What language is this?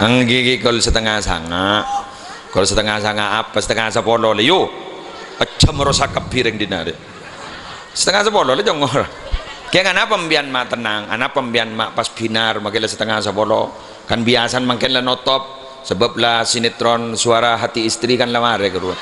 Madurese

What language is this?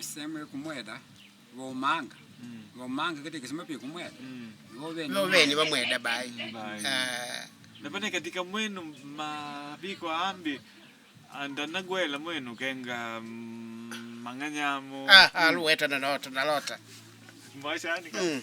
Makonde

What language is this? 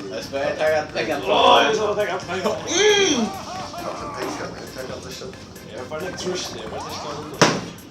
Faroese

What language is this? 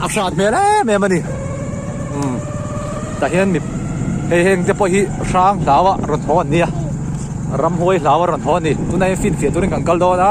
Mizo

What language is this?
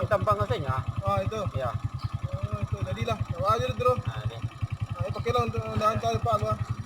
Minangkabau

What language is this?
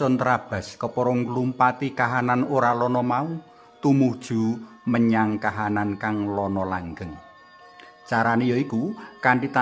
Javanese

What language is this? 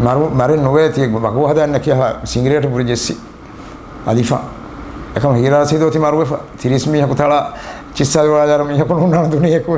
Divehi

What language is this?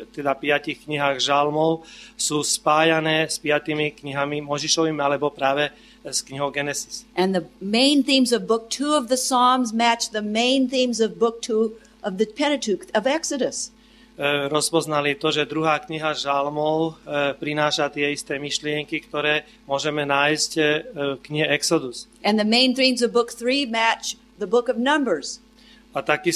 Slovak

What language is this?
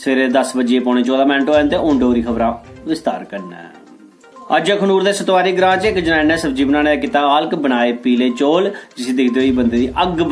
Dogri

